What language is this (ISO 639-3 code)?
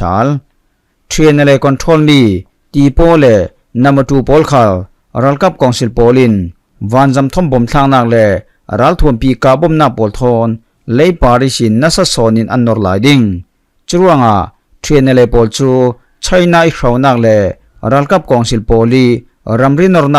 cfm